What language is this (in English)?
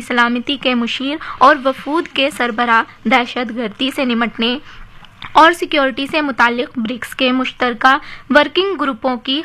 Urdu